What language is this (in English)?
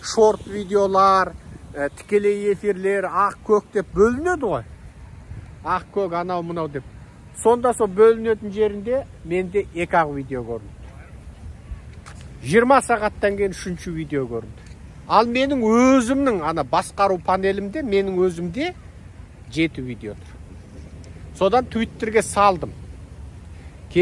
Kazakh